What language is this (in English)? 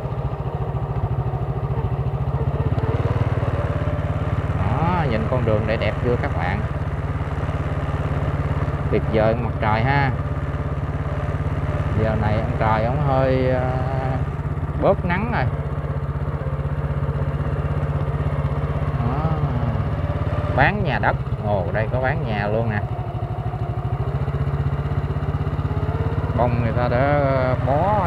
Vietnamese